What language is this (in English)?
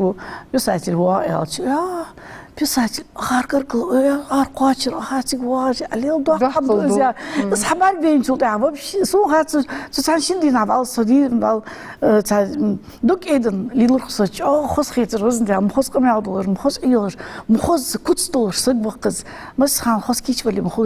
Ingush